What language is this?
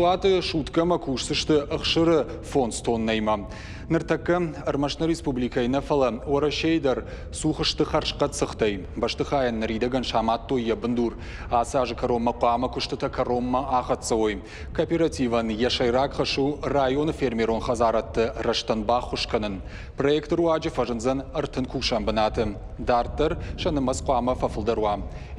Ossetic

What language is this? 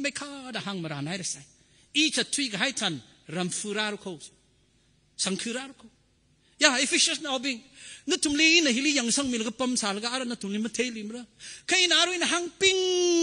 Tangkhul Naga (India)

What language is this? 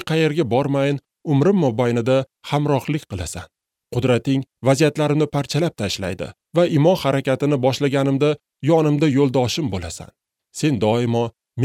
Uzbek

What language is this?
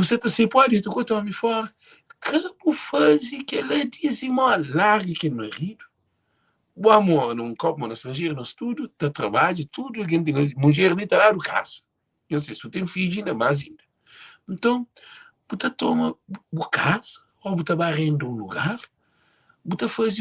Kabuverdianu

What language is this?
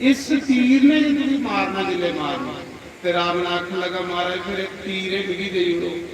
Dogri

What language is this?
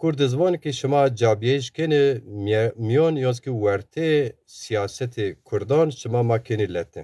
Zaza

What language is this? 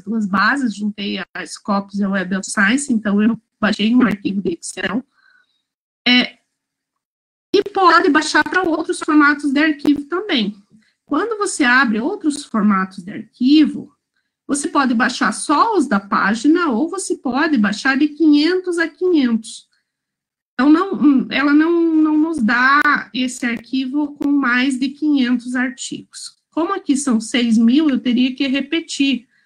Portuguese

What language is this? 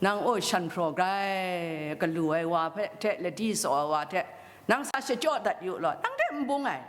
Kachin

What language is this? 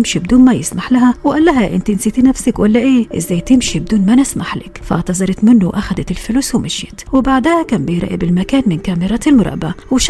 Egyptian Arabic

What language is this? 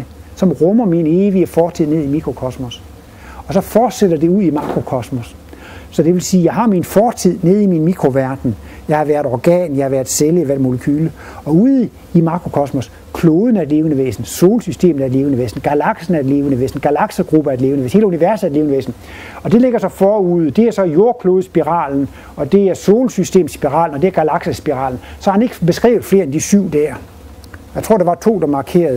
Danish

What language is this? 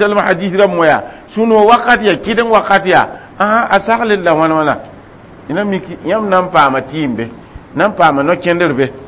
Mossi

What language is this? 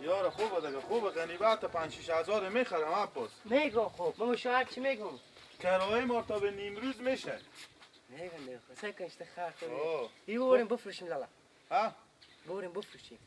Persian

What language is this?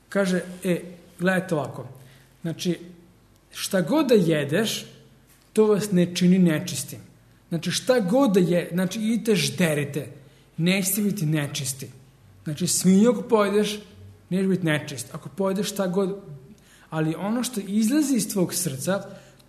Serbian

